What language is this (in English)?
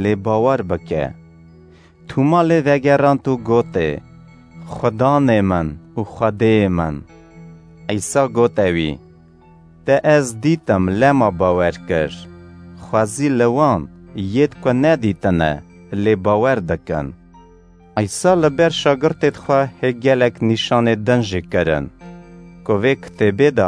Kurdish